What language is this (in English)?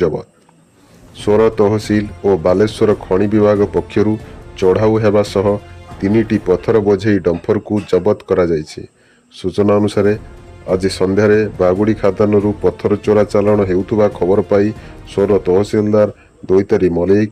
Odia